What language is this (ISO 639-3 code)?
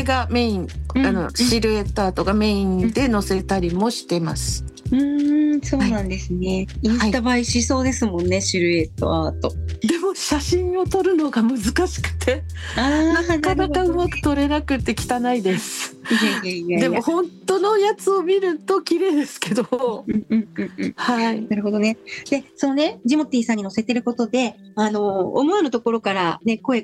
jpn